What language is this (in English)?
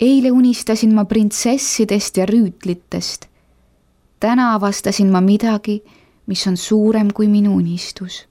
Estonian